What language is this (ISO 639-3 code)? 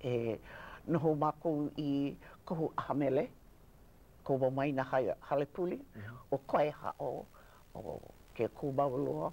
haw